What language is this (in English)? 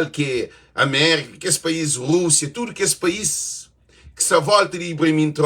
Kabuverdianu